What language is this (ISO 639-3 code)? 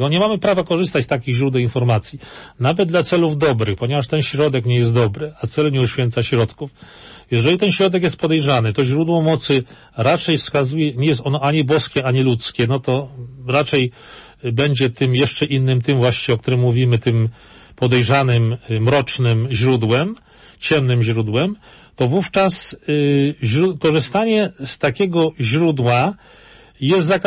pol